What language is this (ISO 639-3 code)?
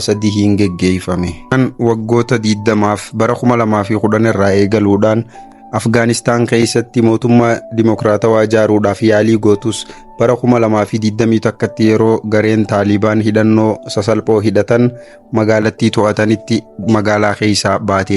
orm